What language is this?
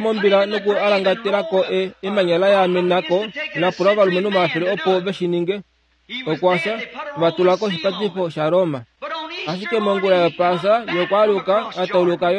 Kuanyama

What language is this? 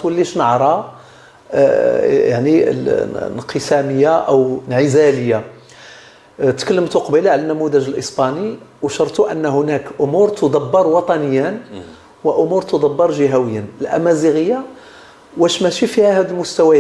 Moroccan Arabic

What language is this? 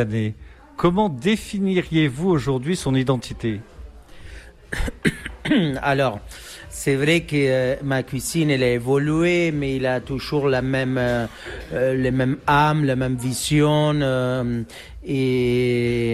French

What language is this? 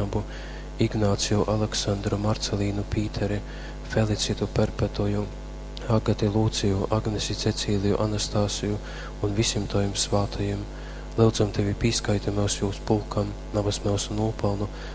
Latgalian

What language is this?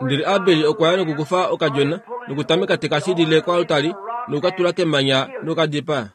Kuanyama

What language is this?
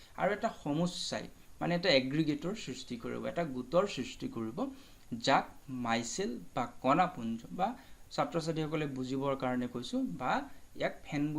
Assamese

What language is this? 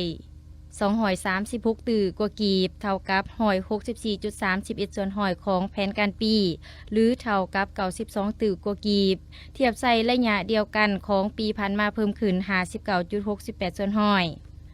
Lao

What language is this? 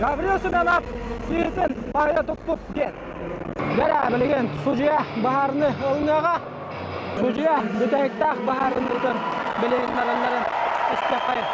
Yakut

